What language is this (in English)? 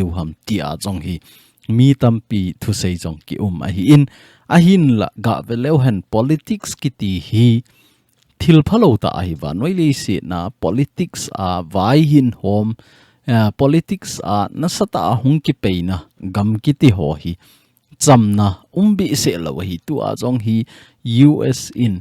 Thado Chin